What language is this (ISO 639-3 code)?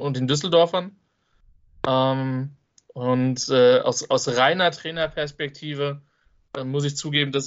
deu